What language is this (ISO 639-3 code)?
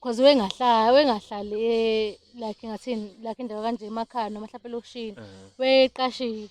zul